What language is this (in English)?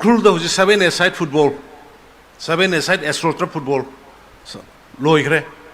Manipuri